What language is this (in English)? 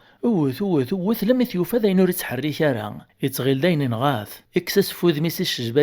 Kabyle